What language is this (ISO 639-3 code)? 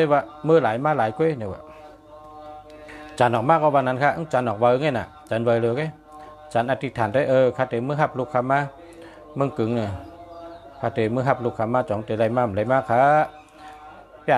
shn